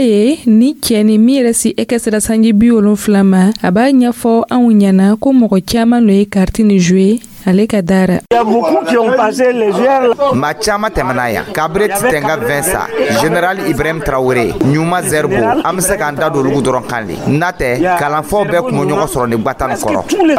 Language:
Dyula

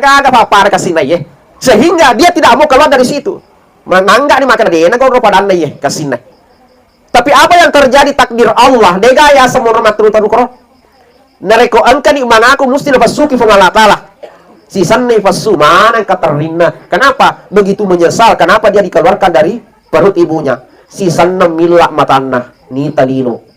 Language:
Buginese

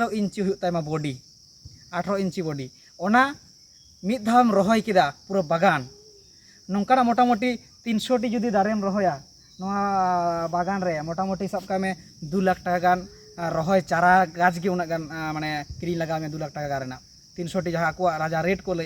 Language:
Santali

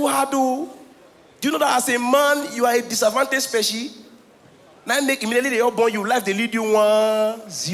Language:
Nigerian Pidgin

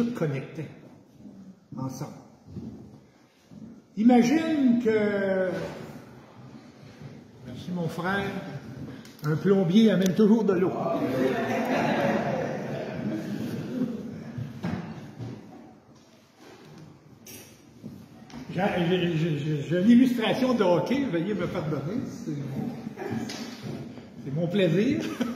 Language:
French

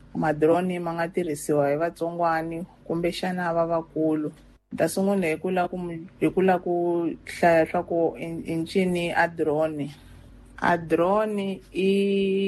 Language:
Tsonga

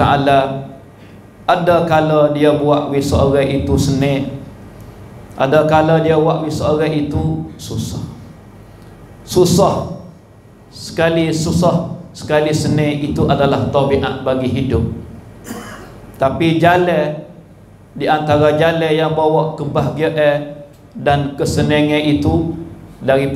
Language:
Malay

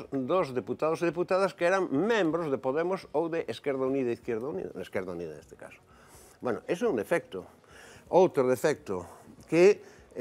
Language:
Galician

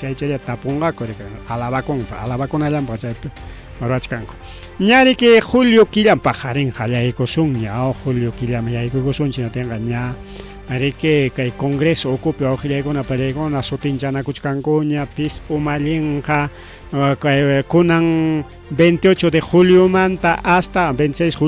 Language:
Ayacucho Quechua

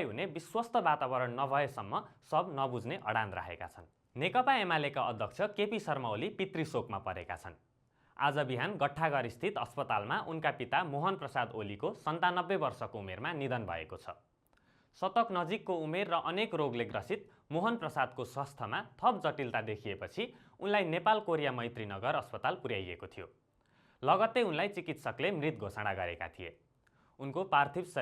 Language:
Nepali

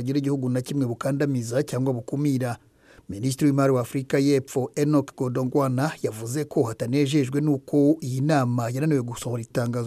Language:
Kinyarwanda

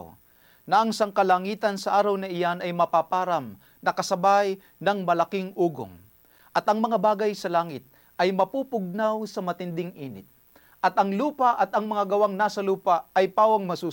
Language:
Filipino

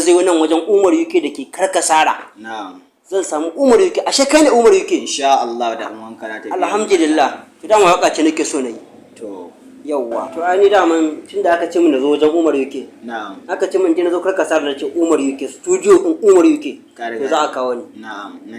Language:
Hausa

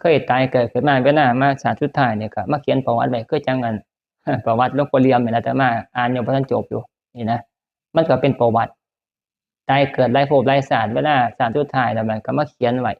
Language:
Northeastern Thai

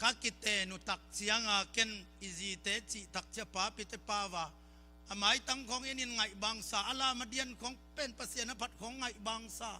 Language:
Tedim Chin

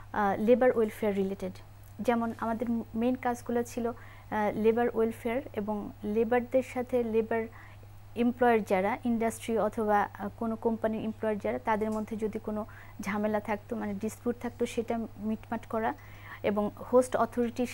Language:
Bangla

